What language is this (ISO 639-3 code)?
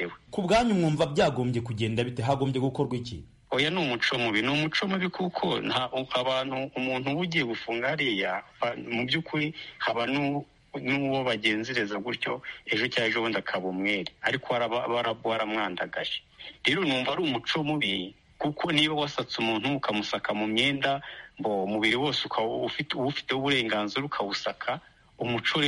kin